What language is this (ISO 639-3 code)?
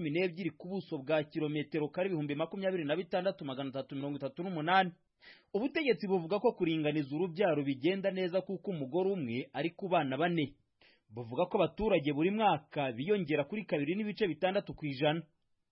kin